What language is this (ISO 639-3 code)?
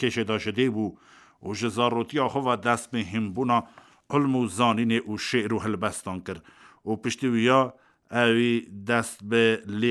kur